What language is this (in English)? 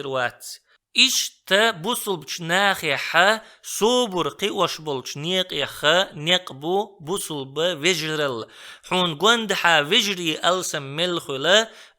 Chechen